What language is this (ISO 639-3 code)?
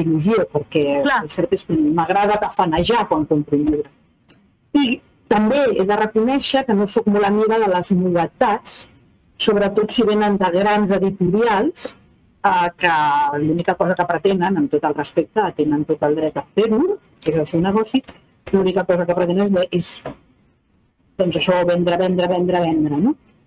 cat